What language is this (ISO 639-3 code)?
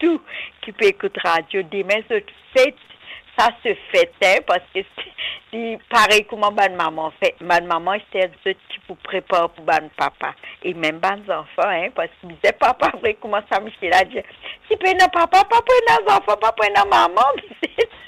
mfe